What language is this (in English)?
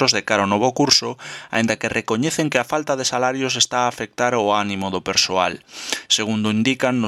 Galician